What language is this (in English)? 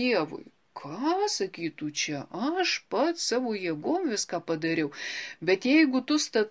Lithuanian